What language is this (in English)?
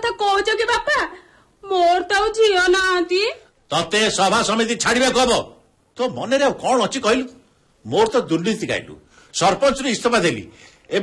Odia